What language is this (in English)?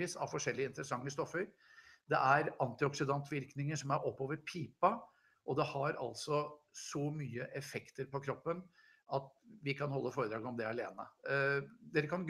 Norwegian